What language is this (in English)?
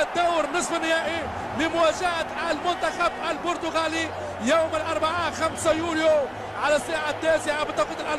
Arabic